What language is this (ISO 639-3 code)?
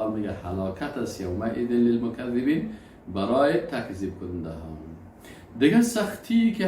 fas